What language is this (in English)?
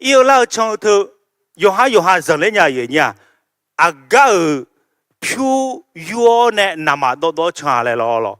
Akha